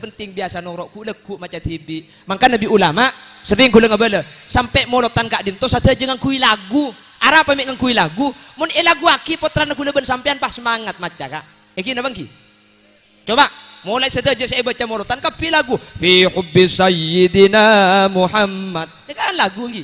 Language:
Madurese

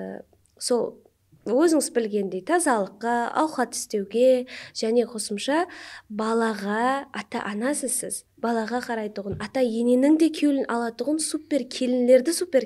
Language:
Kara-Kalpak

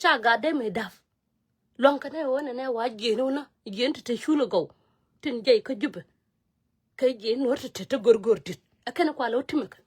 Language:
Nuer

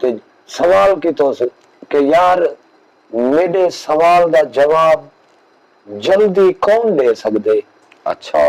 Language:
Saraiki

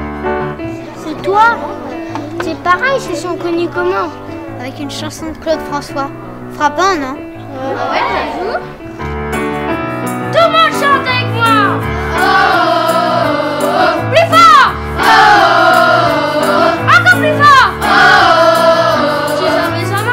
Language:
French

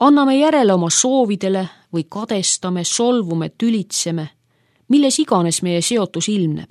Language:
Estonian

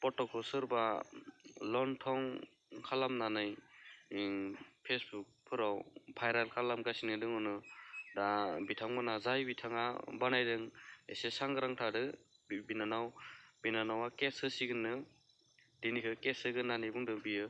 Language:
Bodo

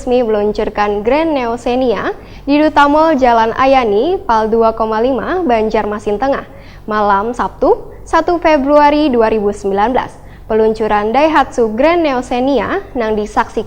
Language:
Banjar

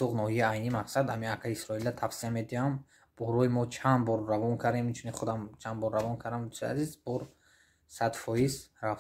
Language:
Tajik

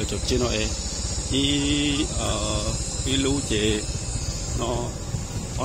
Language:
Hmong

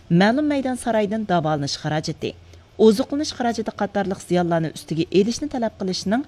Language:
Uyghur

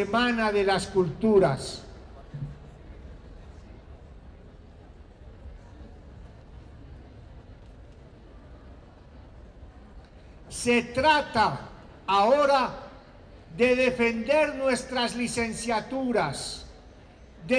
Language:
Spanish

